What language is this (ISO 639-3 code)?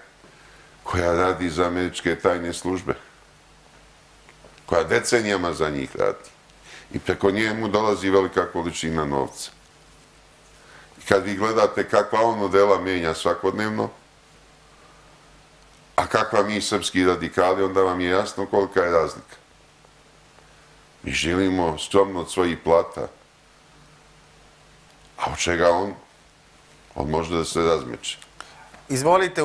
srp